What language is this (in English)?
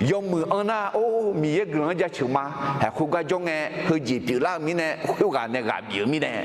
Akha